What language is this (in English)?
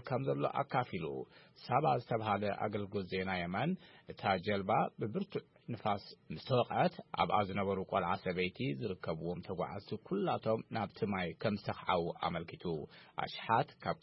Tigrinya